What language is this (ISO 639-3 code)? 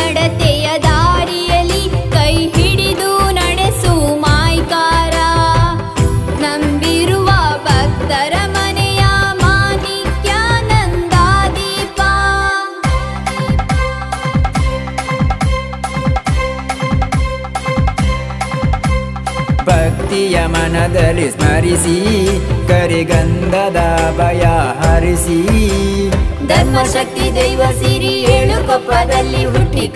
kan